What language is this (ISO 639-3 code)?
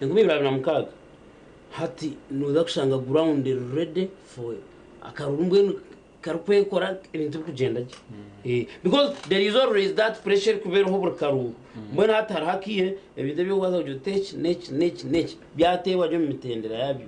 nyn